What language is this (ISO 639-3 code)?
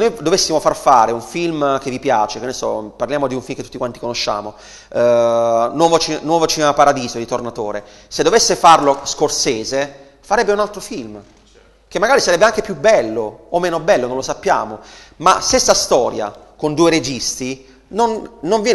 ita